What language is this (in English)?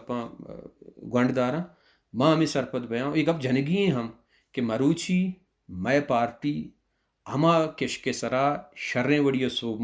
Baluchi